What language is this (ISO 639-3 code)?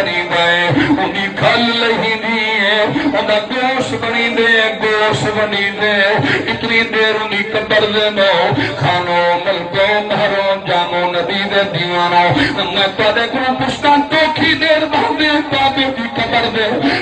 skr